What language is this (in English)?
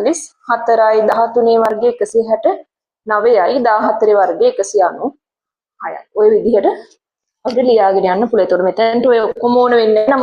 Sinhala